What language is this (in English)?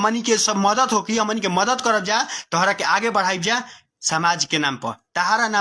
Bhojpuri